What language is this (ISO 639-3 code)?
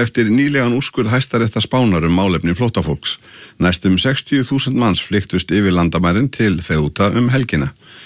isl